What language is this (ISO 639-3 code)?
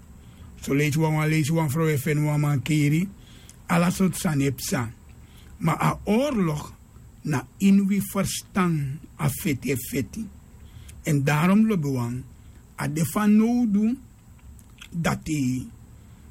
srn